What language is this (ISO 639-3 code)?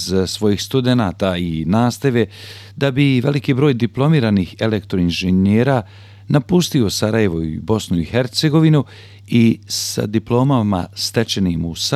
bos